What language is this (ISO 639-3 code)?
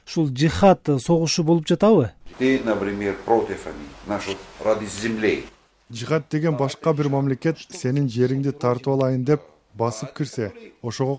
kir